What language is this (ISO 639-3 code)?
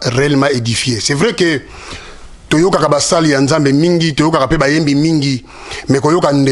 lin